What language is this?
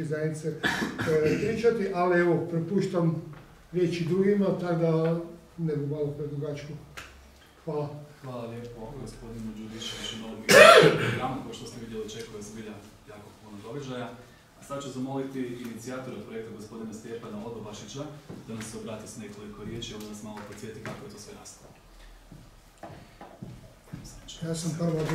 Croatian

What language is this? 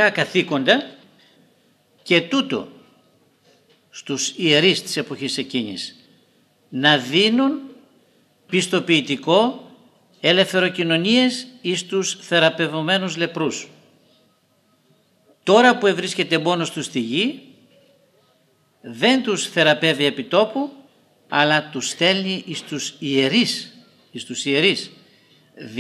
Greek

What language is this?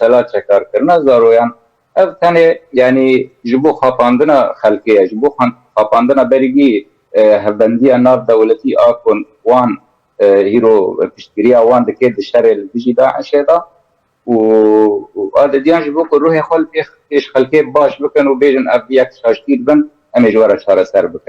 Kurdish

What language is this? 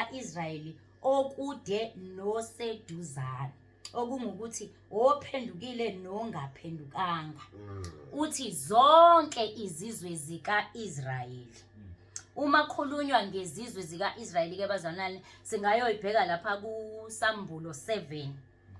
Zulu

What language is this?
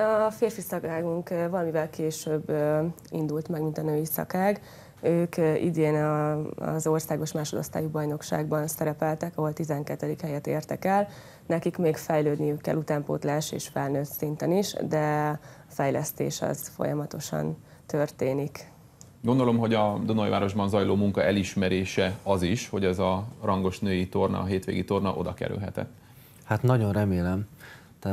Hungarian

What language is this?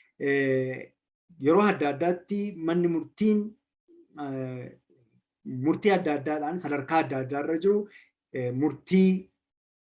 Oromo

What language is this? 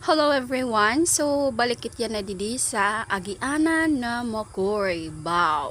Waray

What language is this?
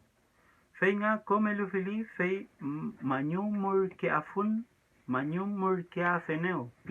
Mapuche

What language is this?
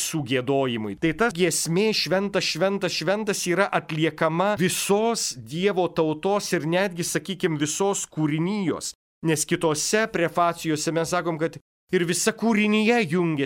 Lithuanian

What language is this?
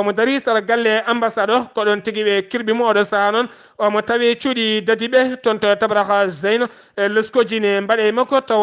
Fula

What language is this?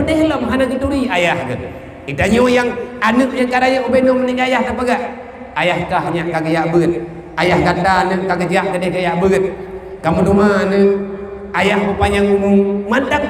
Achinese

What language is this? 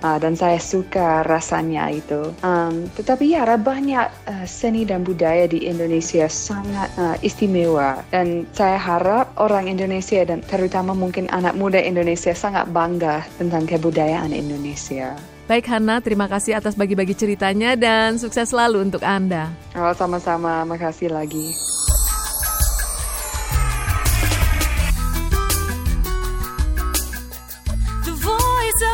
Indonesian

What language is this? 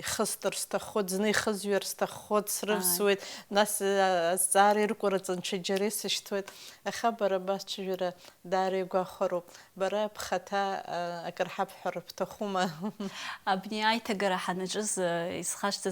Abkhazian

